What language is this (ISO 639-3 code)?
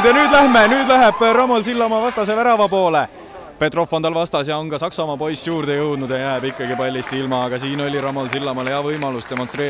est